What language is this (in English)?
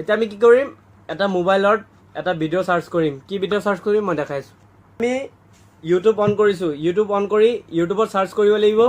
Assamese